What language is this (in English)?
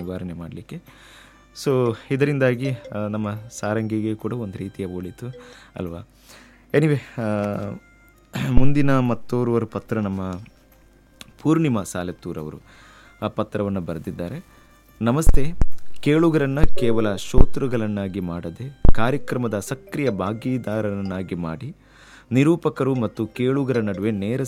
Kannada